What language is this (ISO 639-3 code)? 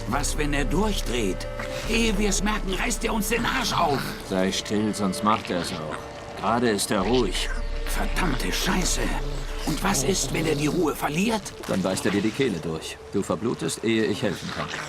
gsw